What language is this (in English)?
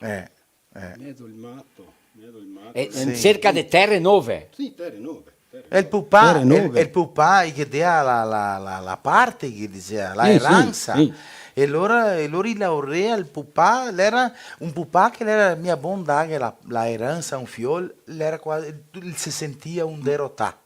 Venetian